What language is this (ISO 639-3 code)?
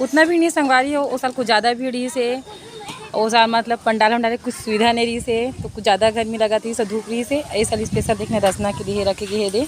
hne